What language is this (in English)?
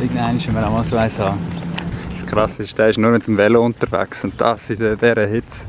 Swiss German